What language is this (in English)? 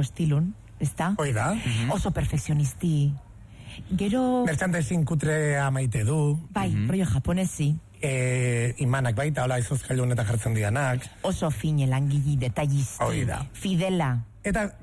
Basque